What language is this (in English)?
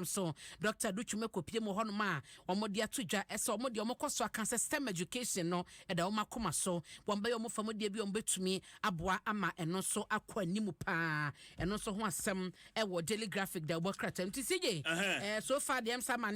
Akan